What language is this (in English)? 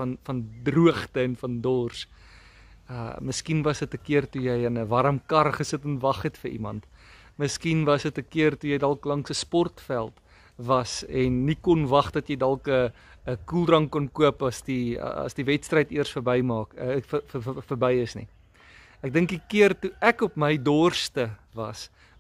Afrikaans